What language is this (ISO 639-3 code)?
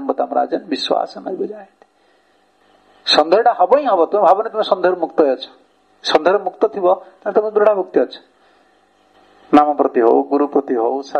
ori